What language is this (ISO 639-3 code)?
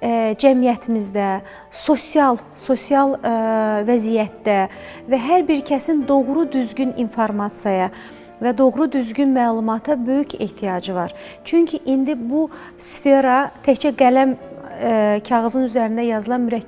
aze